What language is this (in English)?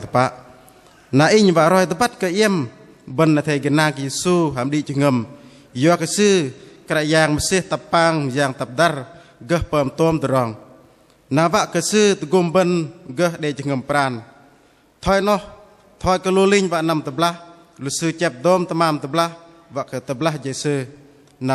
Bahnar